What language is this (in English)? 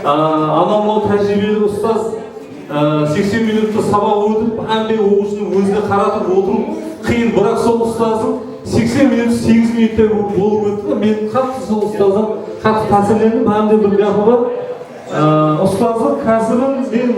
Kara-Kalpak